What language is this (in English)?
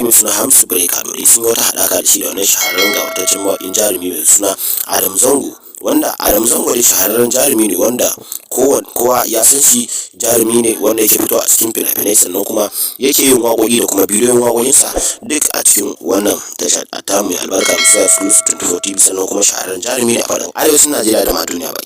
Hausa